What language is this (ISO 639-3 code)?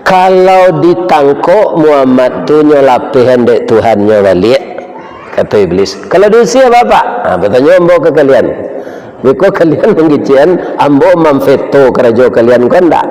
min